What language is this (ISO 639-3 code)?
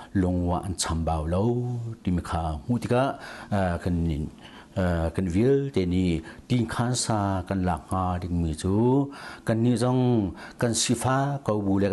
cnh